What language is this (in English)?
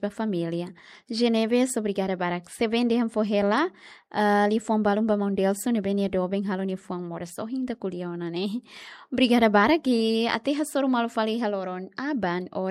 Tetum